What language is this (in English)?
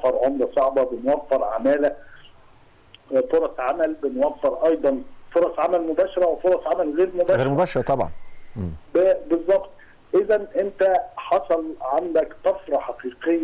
Egyptian Arabic